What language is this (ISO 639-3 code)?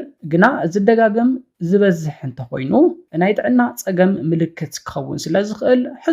tir